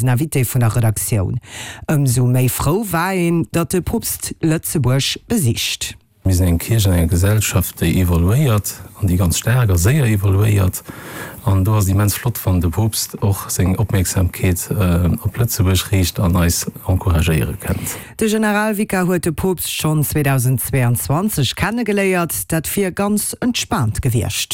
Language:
Luxembourgish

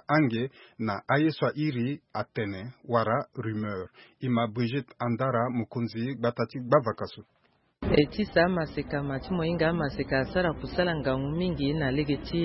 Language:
Sango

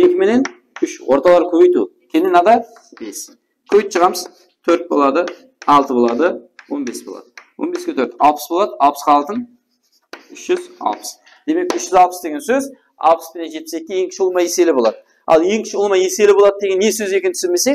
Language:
Kara-Kalpak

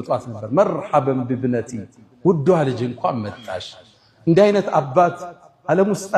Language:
Amharic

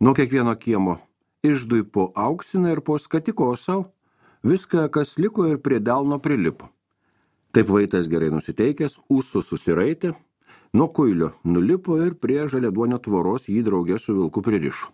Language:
Lithuanian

